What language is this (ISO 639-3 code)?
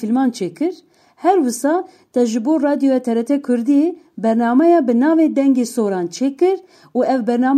kur